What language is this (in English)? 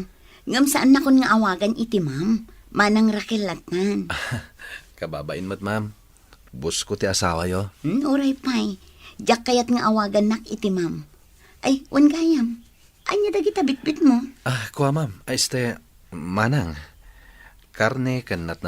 Iloko